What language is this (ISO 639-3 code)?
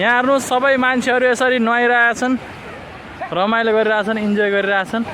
nep